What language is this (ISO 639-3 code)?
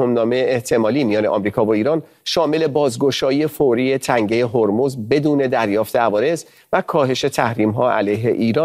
fas